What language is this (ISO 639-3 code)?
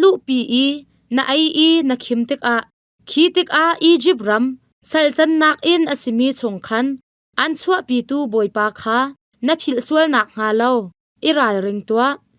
cnh